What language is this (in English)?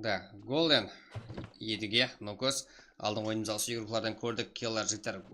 Kara-Kalpak